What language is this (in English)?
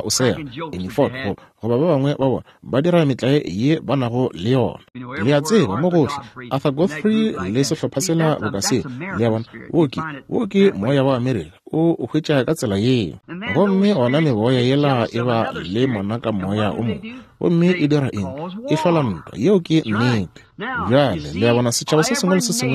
Northern Sotho